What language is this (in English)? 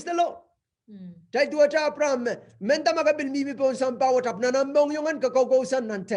Pohnpeian